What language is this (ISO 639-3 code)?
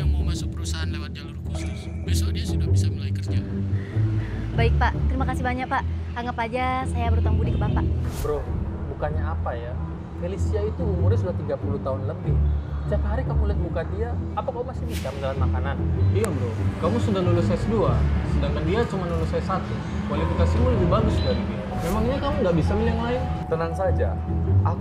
ind